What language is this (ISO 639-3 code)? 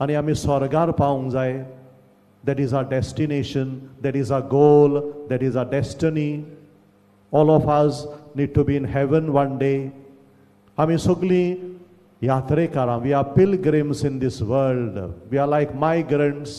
kok